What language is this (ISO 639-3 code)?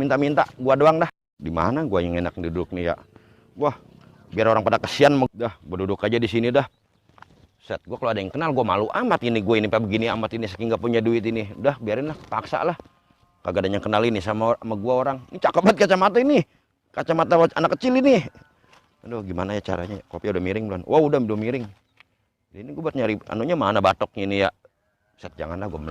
bew